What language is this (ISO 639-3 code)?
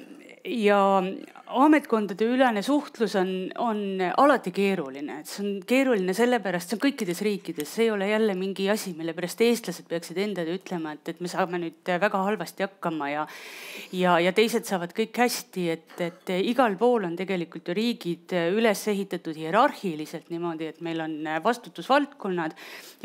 est